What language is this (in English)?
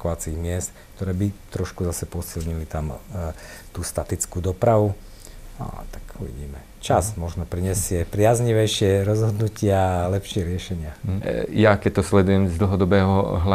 Slovak